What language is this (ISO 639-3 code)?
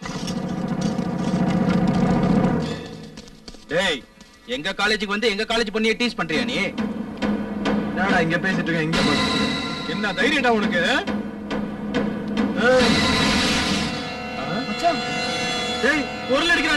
tam